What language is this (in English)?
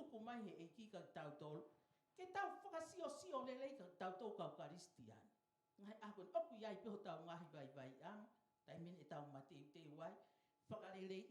Tongan